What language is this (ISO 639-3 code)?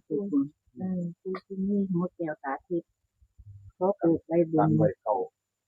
tts